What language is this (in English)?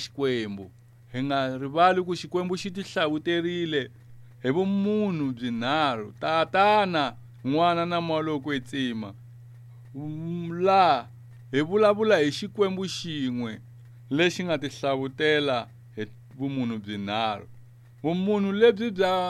Tsonga